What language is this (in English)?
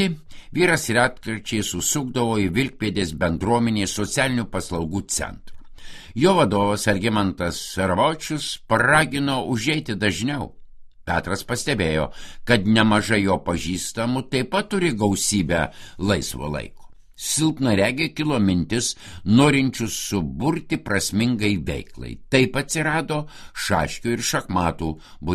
Lithuanian